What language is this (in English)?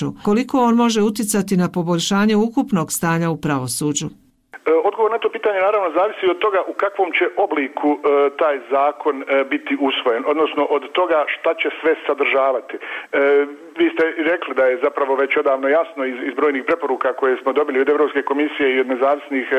Bosnian